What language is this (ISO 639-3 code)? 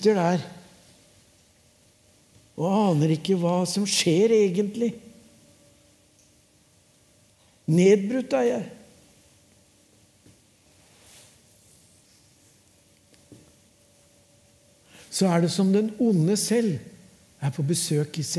nor